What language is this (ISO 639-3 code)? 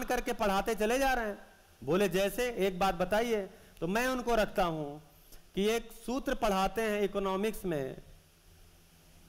hin